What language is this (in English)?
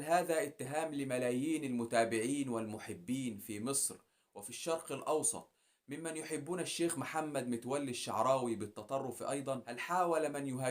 Egyptian Arabic